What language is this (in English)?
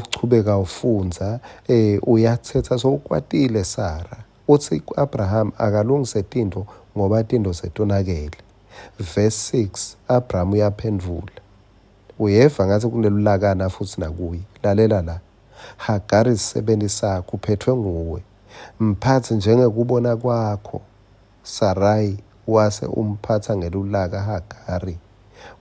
Swati